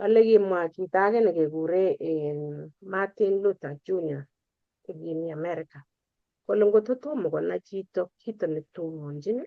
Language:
Kalenjin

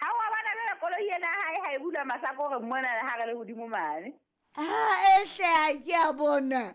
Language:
Southern Sotho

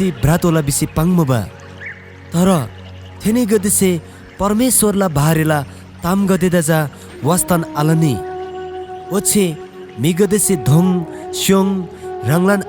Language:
Eastern Tamang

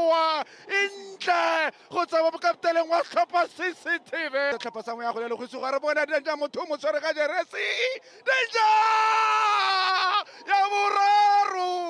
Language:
Tswana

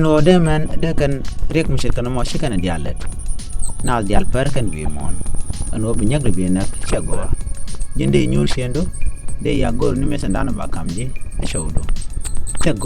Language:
Nuer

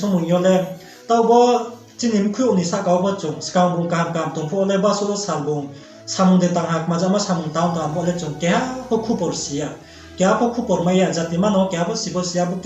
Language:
Riang (India)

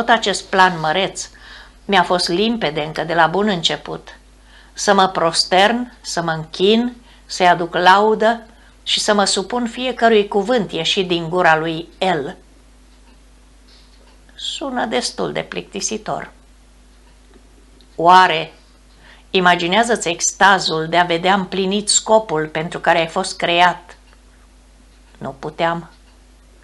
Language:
Romanian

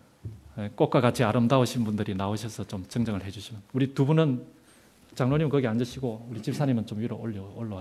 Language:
Korean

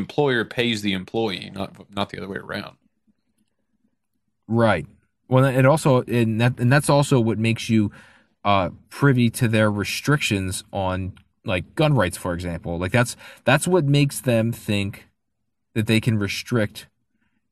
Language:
English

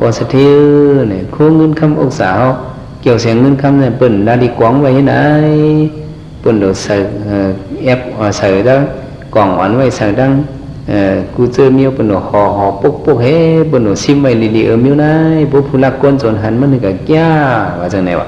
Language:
Shan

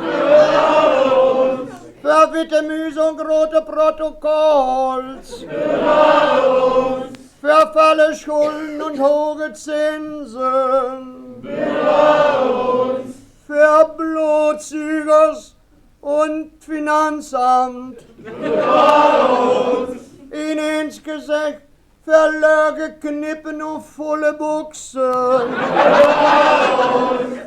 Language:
Westphalien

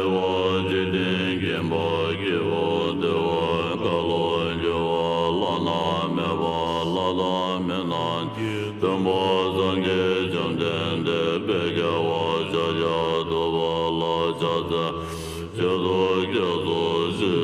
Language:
Tem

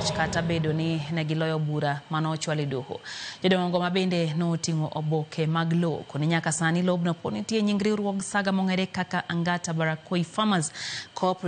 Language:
Luo (Kenya and Tanzania)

